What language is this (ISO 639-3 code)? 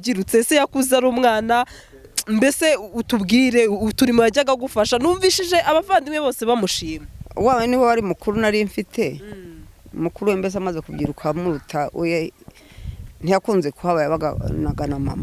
kin